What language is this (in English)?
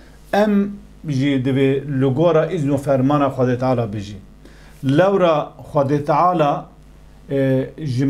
Kurdish